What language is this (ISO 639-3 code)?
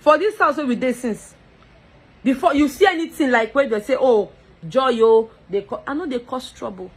pcm